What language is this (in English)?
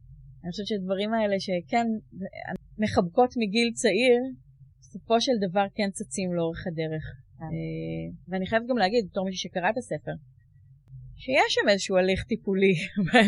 Hebrew